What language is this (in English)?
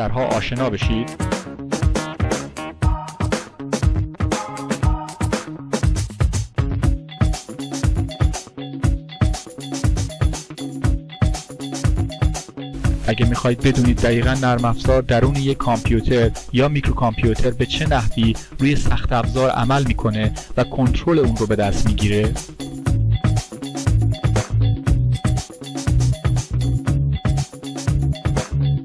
Persian